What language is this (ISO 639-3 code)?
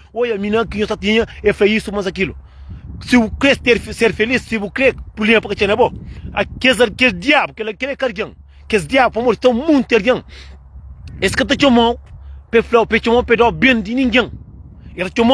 kea